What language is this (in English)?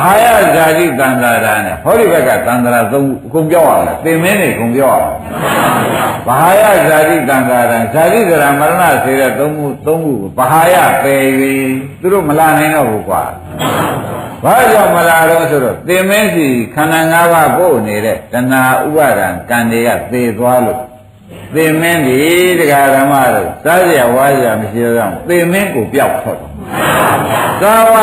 Burmese